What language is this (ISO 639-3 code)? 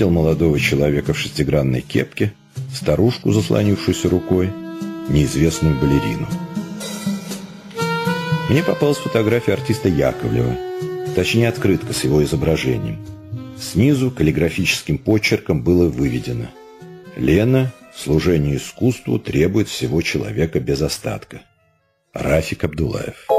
rus